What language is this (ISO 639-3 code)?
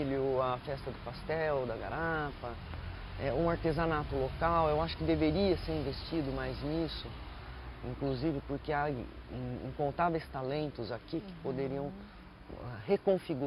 por